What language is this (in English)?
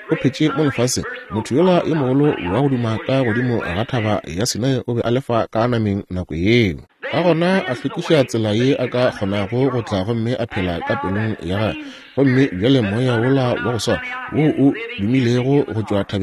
Northern Sotho